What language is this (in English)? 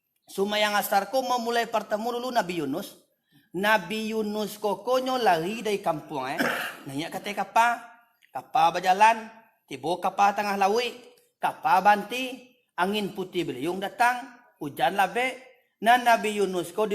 Minangkabau